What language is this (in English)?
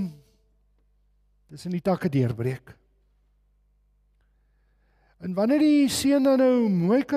Afrikaans